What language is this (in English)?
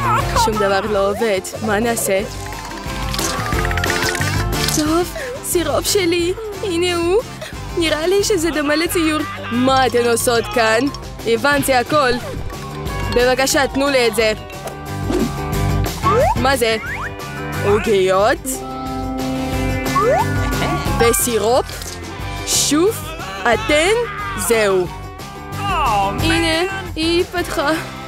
Hebrew